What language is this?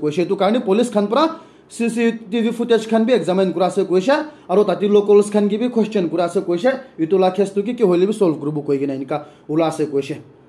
Naga Pidgin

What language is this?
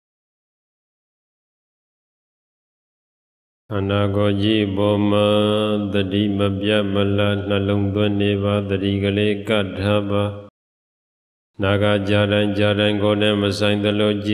Burmese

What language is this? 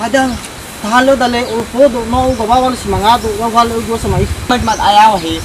Nias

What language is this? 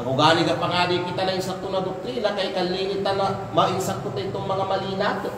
Kalagan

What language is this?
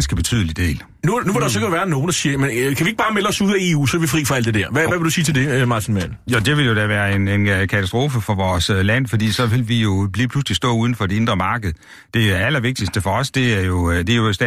Danish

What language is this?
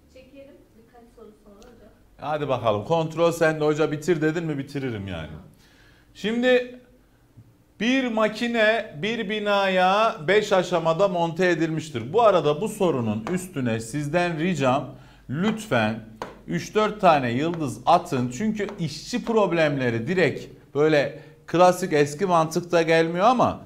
Turkish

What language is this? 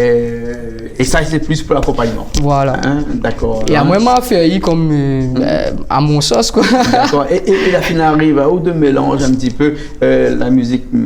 Réunion Creole French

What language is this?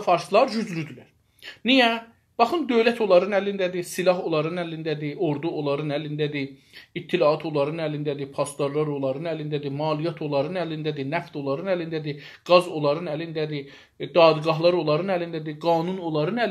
South Azerbaijani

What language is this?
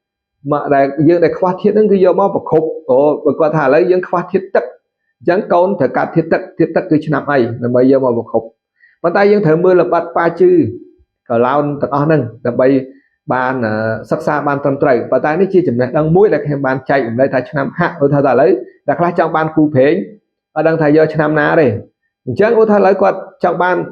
Khmer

